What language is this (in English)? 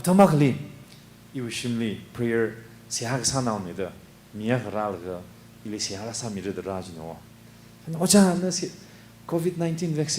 Tangkhul Naga (India)